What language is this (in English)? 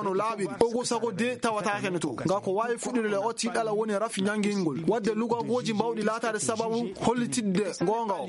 Fula